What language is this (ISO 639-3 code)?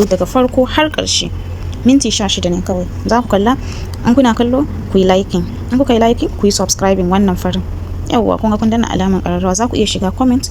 hau